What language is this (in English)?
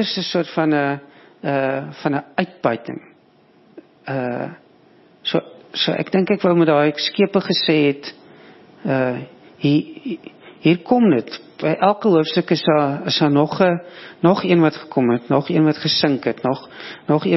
Afrikaans